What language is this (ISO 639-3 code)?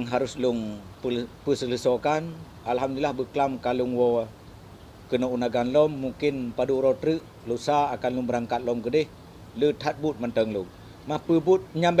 ace